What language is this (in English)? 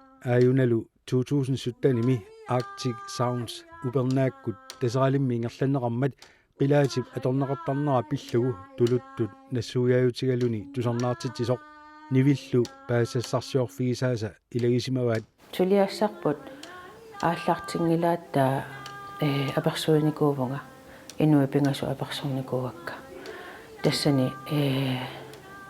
Kalaallisut